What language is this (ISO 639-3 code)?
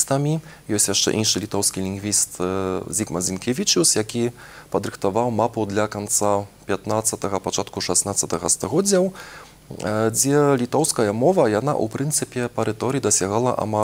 bel